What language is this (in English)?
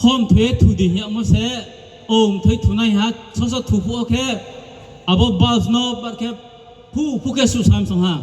Riang (India)